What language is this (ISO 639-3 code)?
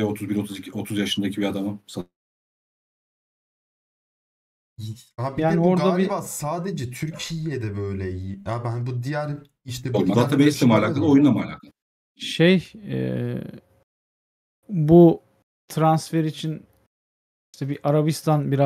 tur